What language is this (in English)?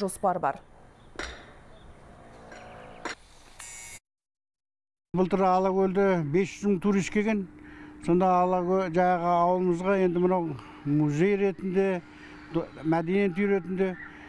Kazakh